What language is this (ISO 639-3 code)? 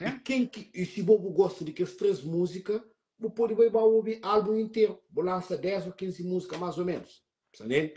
kea